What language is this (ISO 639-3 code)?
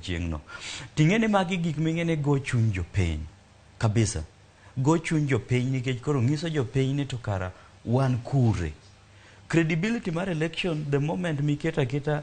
luo